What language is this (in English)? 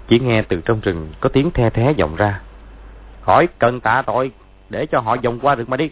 Vietnamese